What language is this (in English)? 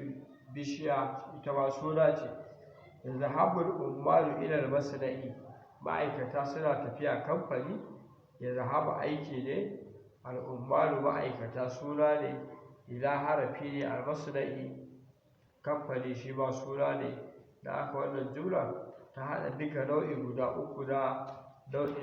Hausa